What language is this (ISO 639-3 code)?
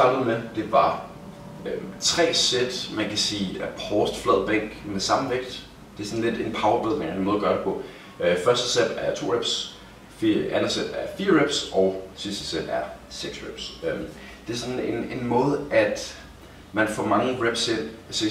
dan